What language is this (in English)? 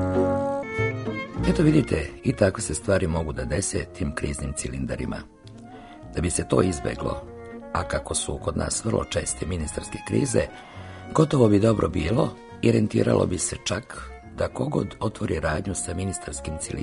Serbian